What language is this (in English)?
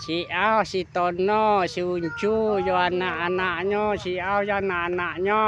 Minangkabau